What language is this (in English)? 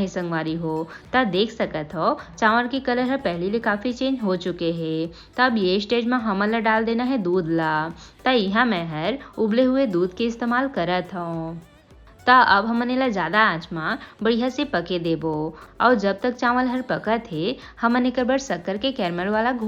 Chhattisgarhi